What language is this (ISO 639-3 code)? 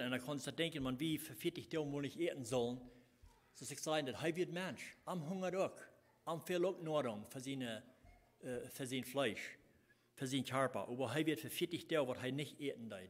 pdt